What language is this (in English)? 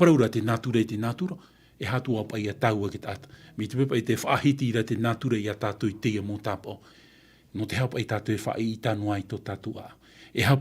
Tahitian